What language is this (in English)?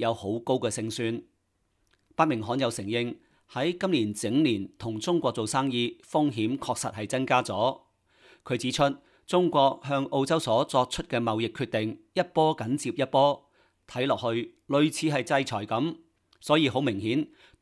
Cantonese